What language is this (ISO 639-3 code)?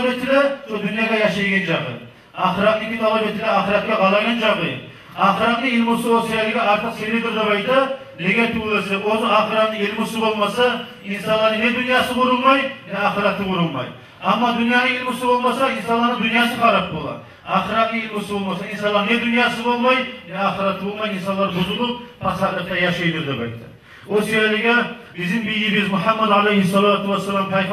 kum